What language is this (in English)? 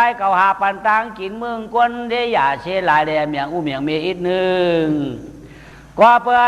Shan